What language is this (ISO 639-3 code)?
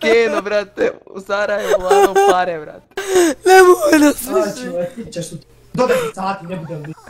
bos